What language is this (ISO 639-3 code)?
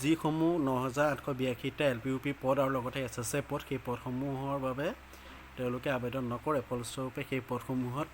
asm